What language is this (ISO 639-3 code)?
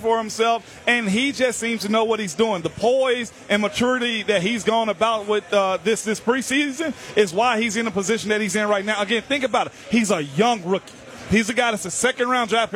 eng